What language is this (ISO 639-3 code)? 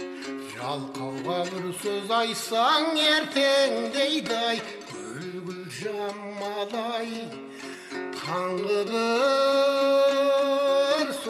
kaz